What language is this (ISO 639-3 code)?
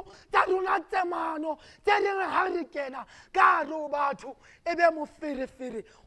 sot